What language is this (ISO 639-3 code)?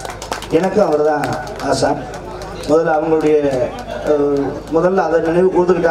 tam